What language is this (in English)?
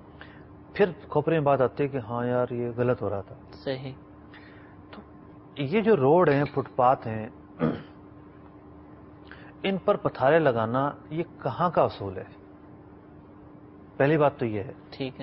Urdu